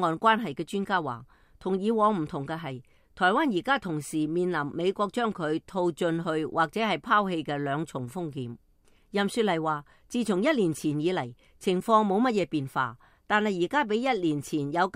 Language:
Cantonese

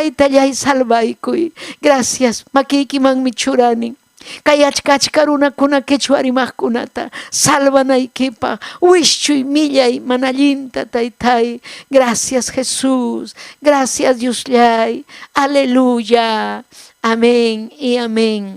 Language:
Ayacucho Quechua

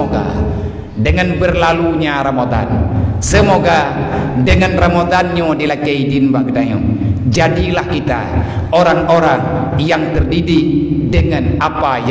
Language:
Achinese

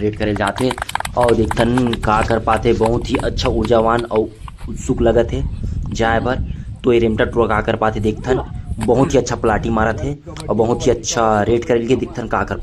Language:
Chhattisgarhi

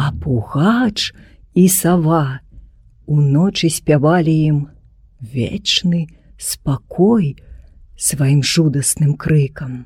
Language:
Belarusian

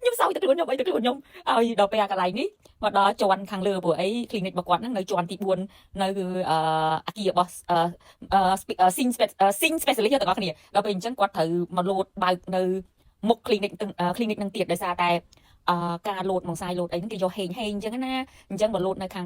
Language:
Khmer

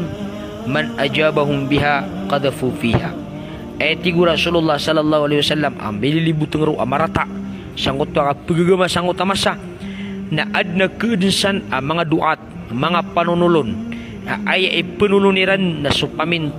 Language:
Maranao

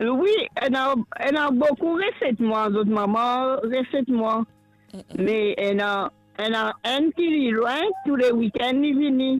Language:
Morisyen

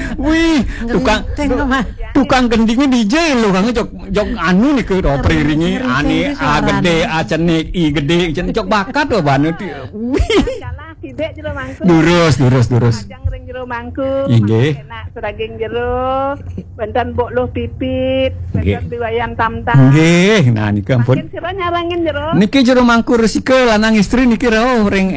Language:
Balinese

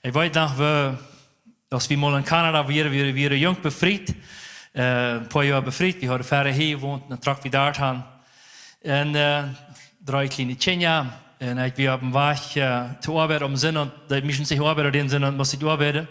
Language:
Plautdietsch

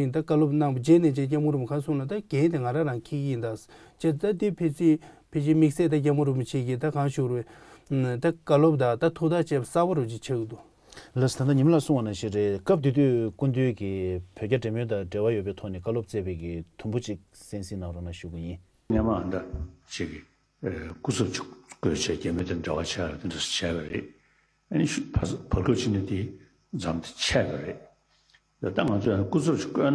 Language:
Tibetan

